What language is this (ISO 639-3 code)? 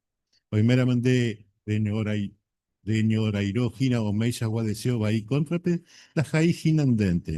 grn